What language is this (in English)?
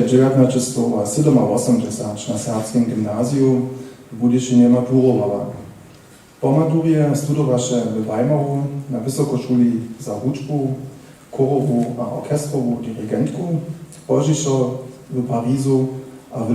Upper Sorbian